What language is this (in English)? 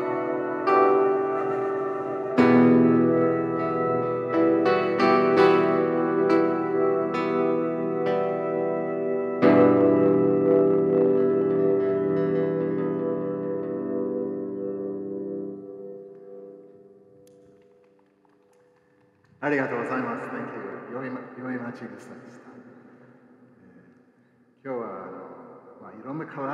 Japanese